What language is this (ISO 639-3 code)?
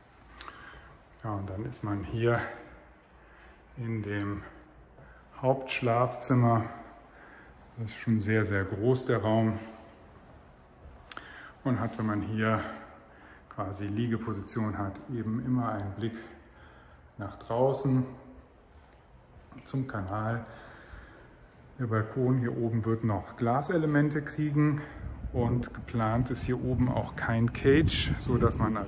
deu